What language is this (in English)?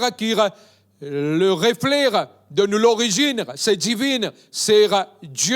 Morisyen